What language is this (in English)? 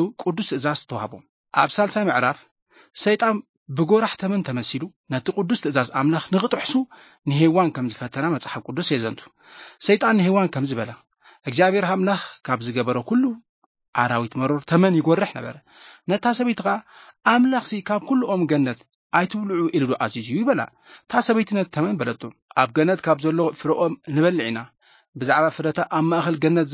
Tigrinya